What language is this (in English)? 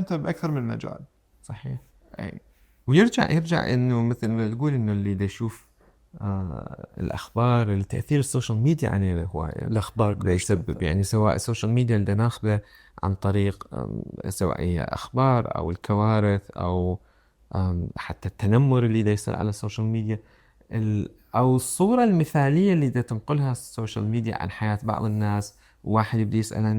Mesopotamian Arabic